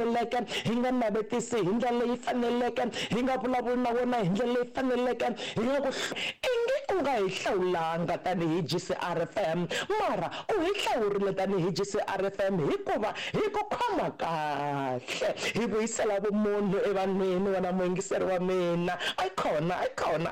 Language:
Tsonga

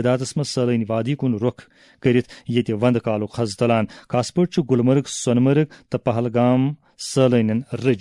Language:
Kashmiri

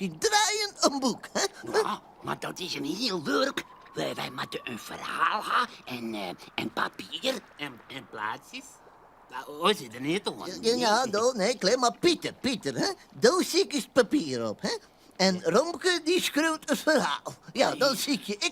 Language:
Western Frisian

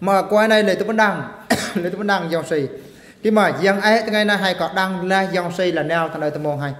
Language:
Eastern Bru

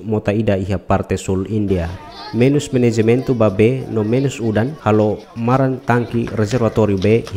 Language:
Tetum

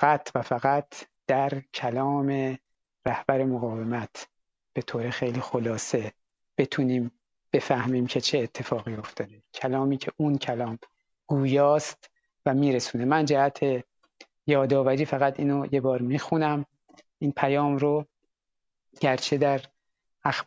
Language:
Persian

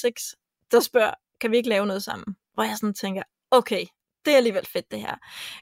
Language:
Danish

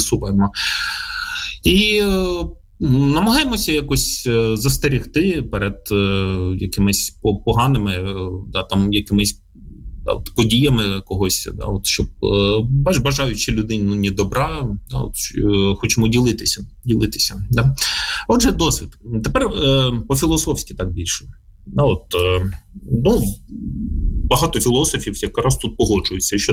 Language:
Ukrainian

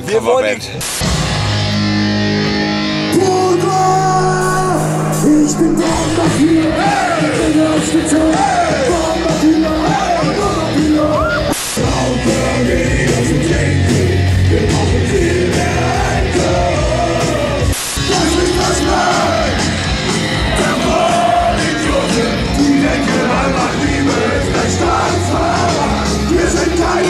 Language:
German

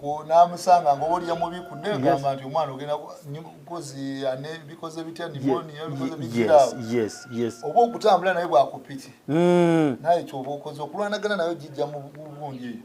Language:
Ganda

